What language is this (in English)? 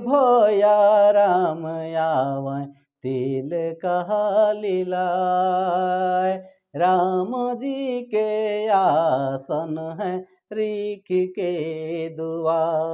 Sadri